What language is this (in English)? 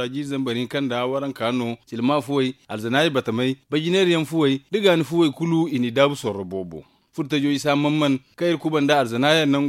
Zarma